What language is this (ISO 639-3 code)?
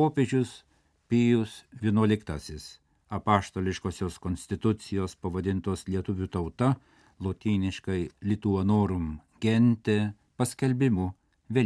lit